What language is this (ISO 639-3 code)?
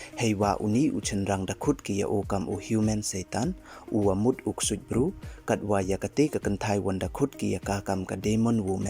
pbv